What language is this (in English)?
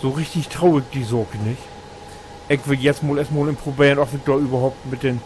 Low German